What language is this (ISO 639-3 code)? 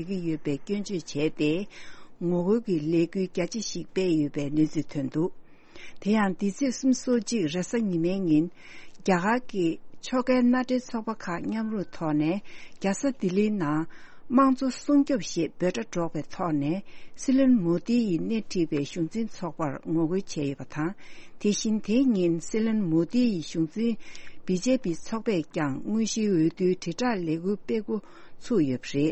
bod